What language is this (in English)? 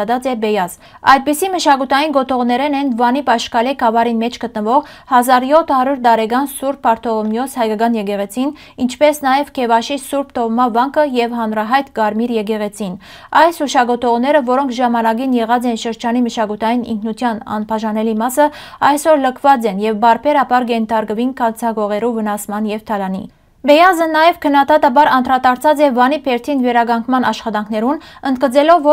Western Armenian